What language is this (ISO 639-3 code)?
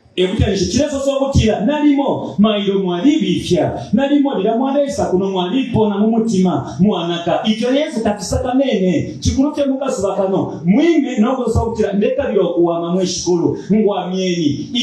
bem